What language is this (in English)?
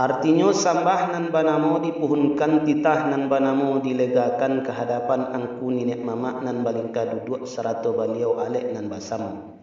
Minangkabau